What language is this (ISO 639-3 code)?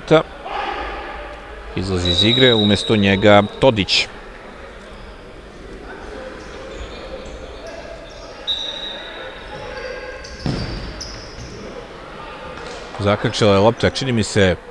srp